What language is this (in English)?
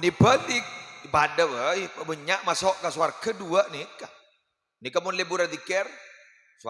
Madurese